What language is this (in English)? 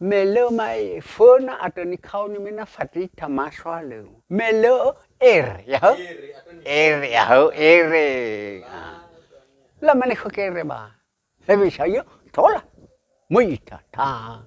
Nias